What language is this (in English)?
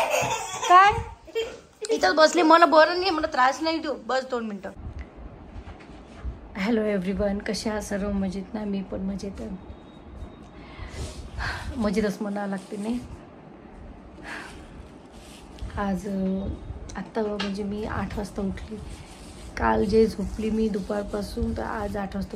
Marathi